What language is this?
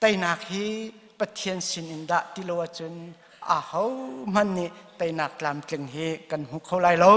Hakha Chin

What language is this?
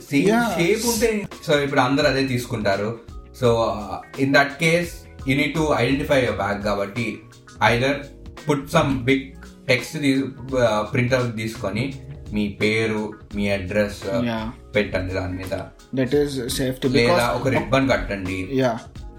Telugu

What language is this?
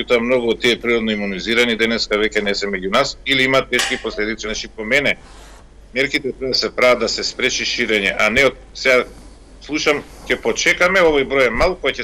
Macedonian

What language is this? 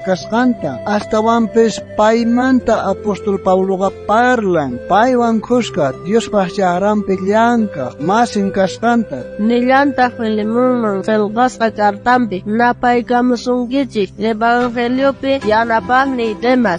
South Bolivian Quechua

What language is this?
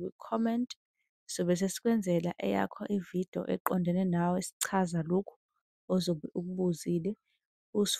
Zulu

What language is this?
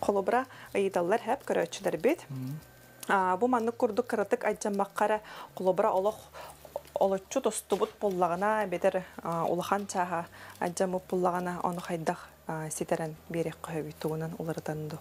Yakut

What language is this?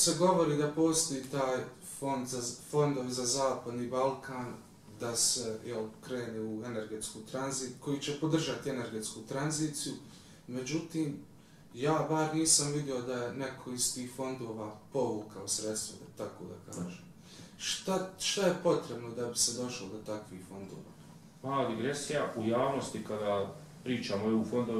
Bosnian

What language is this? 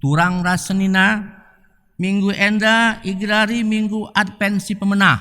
Batak Karo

